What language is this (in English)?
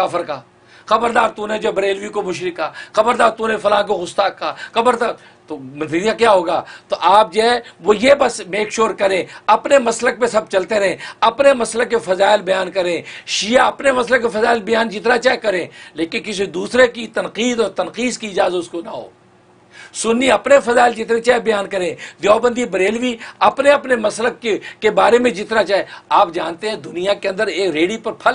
Urdu